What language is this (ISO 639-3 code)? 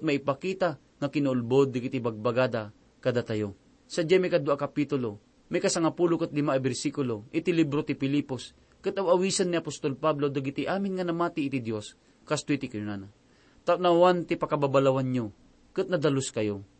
ilo